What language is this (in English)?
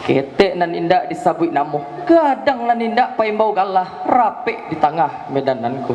Minangkabau